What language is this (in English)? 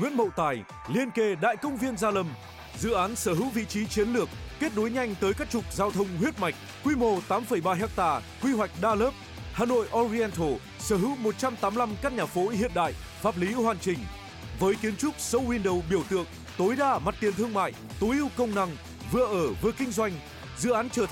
Vietnamese